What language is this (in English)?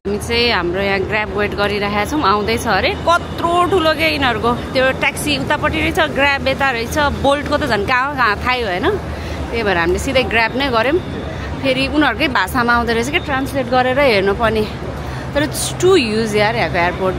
Nepali